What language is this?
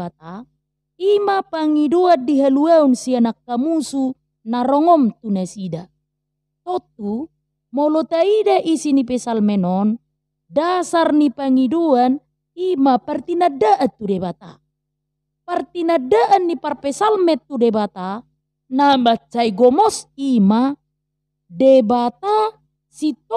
Batak Toba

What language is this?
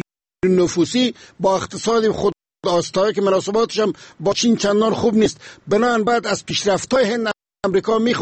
Persian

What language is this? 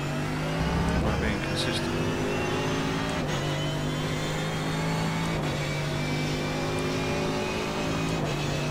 English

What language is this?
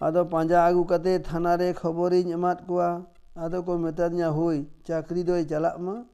Santali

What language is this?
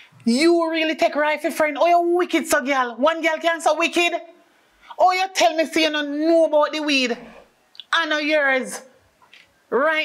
Jamaican Creole English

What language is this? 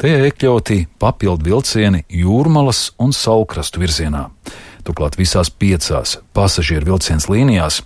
Latvian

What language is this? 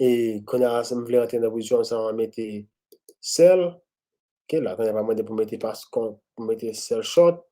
Haitian Creole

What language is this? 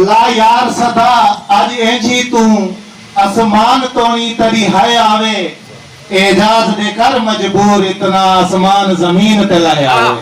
Saraiki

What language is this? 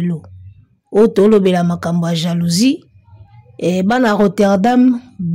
Lingala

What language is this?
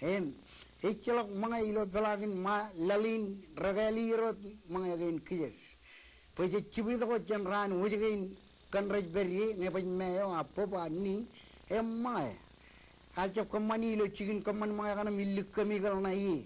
Marshallese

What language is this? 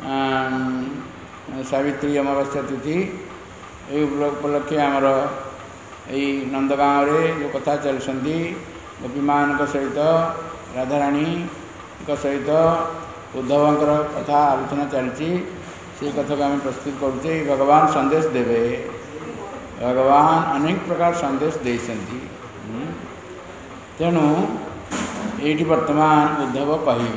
Odia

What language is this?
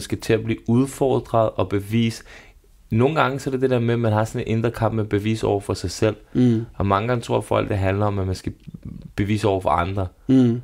Danish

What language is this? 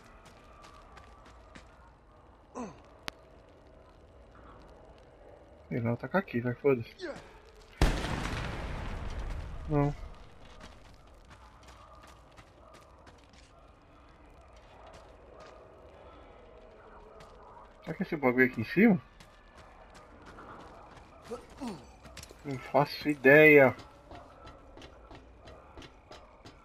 Portuguese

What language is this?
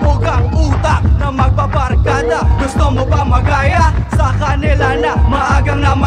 Filipino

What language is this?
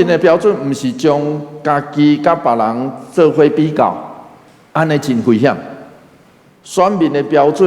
Min Nan Chinese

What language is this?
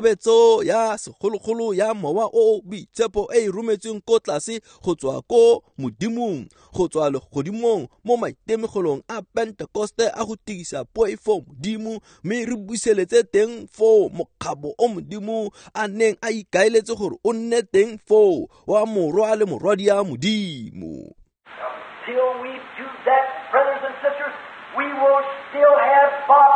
Tswana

